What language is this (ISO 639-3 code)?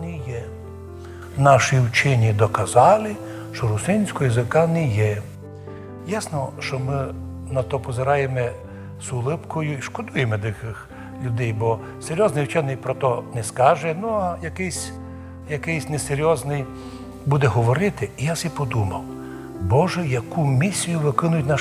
rue